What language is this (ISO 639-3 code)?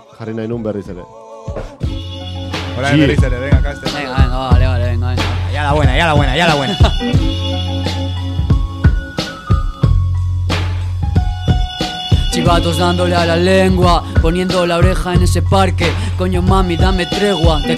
spa